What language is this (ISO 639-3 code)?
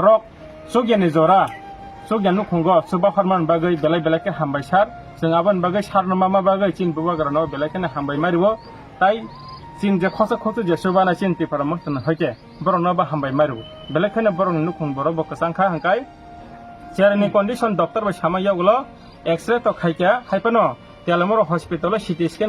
trp